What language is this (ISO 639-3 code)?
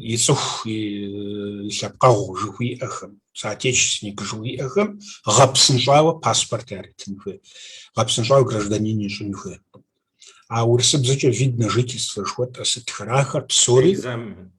kbd